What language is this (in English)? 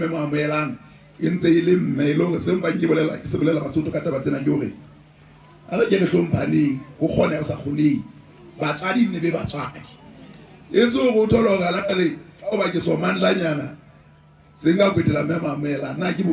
Southern Sotho